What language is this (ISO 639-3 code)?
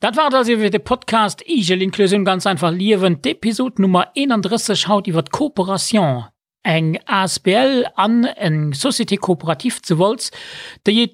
ltz